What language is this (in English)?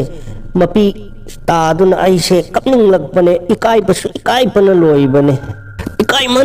Manipuri